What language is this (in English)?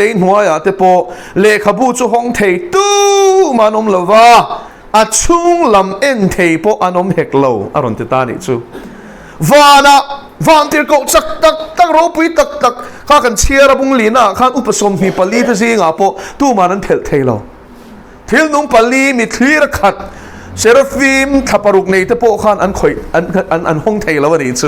Mizo